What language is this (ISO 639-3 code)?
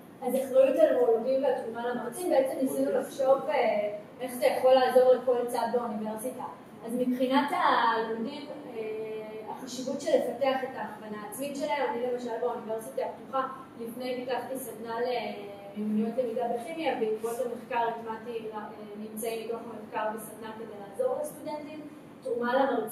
heb